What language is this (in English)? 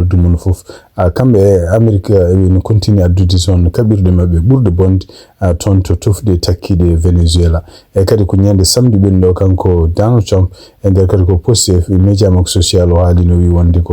Fula